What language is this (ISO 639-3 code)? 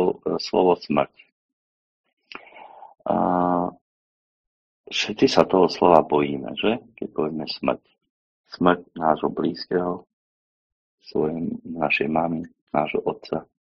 slk